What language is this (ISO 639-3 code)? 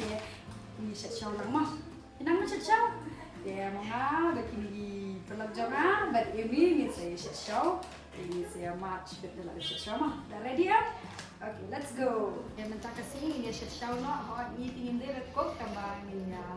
kha